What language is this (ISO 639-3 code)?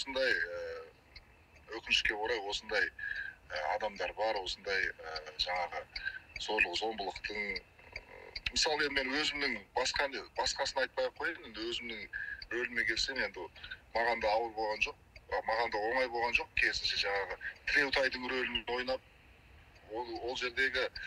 kaz